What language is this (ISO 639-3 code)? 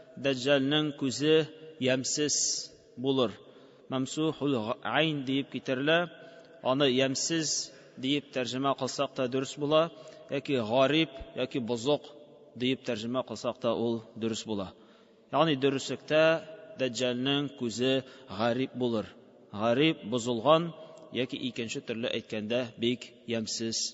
tat